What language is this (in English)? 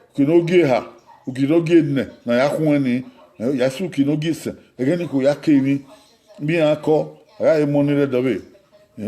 Bini